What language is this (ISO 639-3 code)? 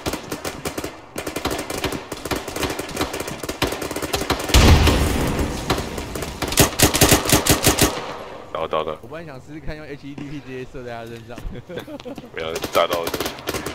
zho